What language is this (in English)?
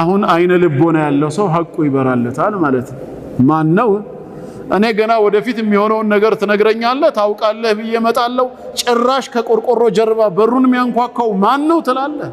Amharic